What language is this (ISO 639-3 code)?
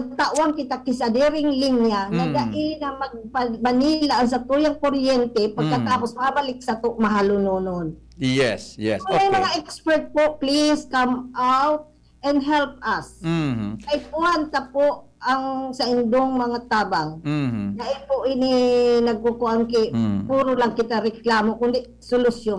bik